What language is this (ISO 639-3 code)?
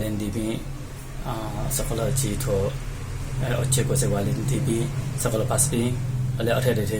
new